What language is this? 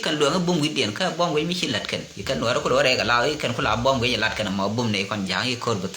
Nuer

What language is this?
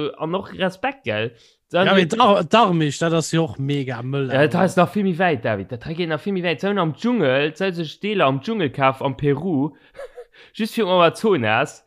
Luxembourgish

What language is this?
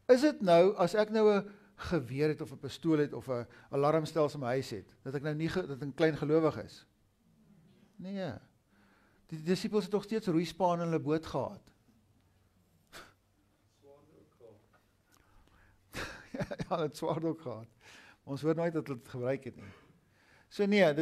Afrikaans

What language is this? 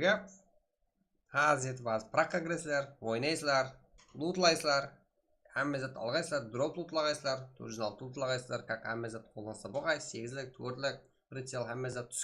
Kara-Kalpak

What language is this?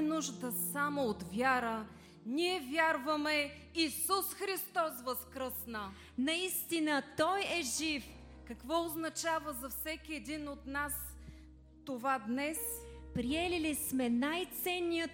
Bulgarian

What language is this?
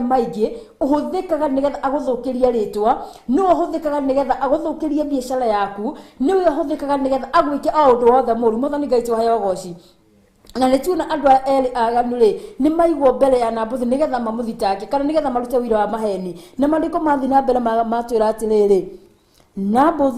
Kikuyu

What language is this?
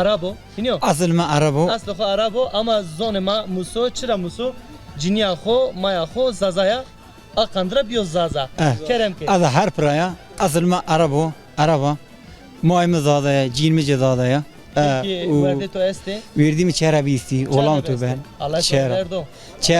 Zaza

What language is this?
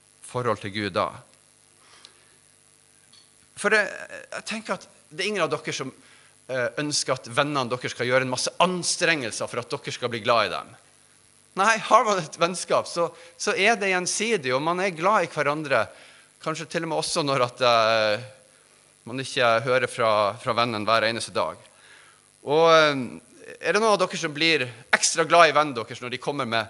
Norwegian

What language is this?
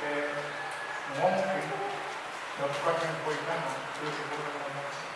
Pohnpeian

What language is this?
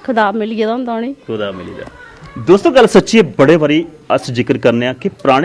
Dogri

